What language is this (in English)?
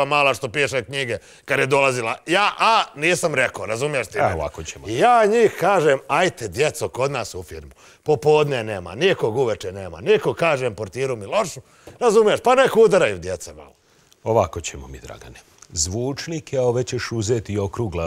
Serbian